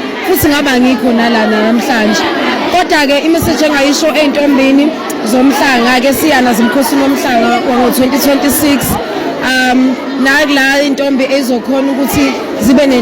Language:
Zulu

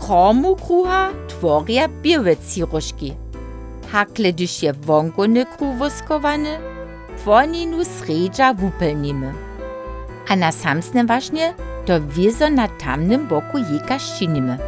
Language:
Upper Sorbian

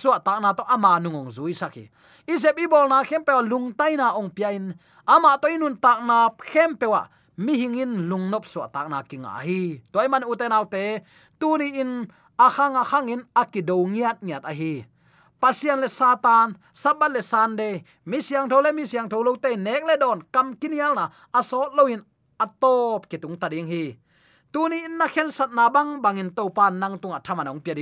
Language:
Tedim Chin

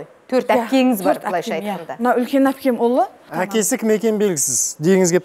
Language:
Kazakh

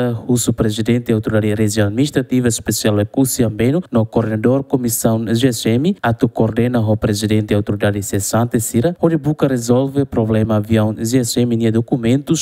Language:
Tetum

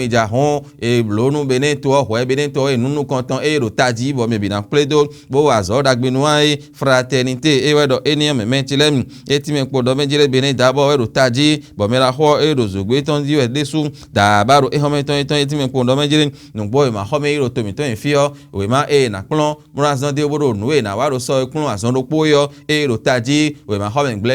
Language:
Fon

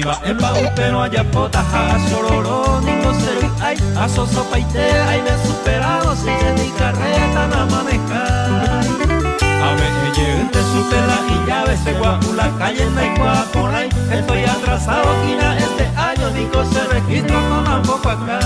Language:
Guarani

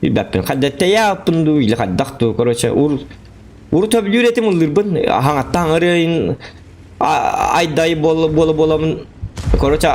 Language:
Yakut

